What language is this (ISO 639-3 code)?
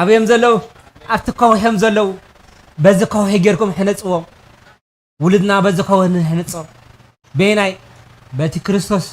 tir